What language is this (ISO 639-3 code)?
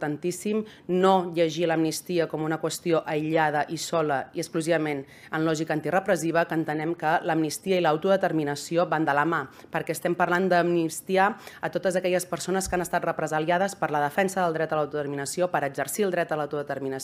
cat